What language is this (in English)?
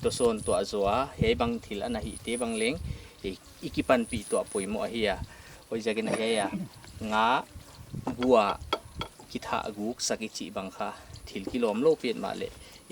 Paite Chin